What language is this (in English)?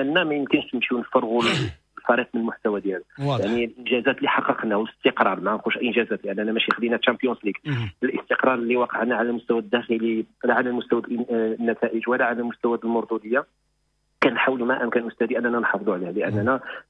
Moroccan Arabic